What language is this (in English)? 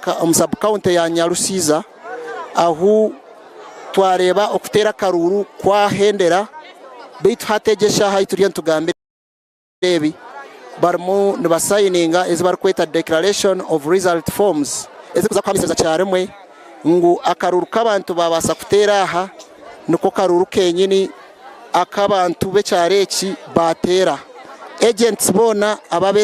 Nyankole